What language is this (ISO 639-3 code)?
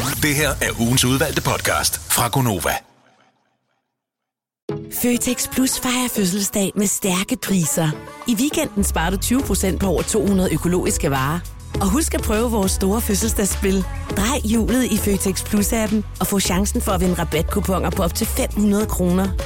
dan